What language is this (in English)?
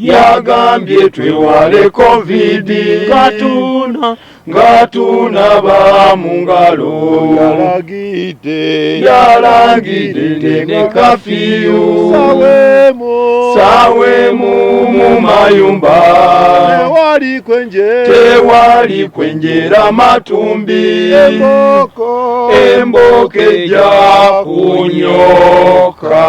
Ganda